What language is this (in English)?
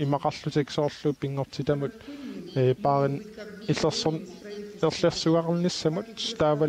Kalaallisut